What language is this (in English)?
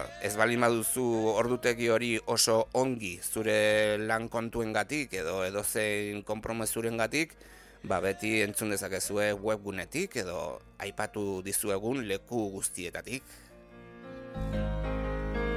Basque